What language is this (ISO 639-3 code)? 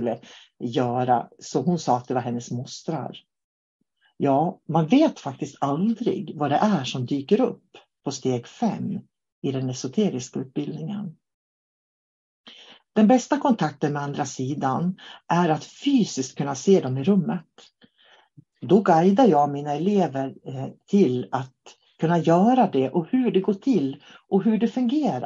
swe